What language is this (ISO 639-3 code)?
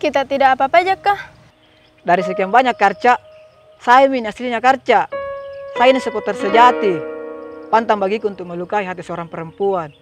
mfp